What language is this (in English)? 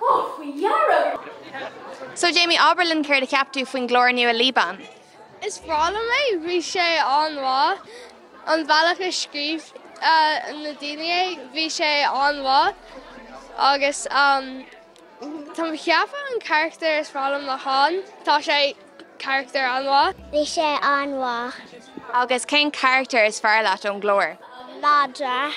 Irish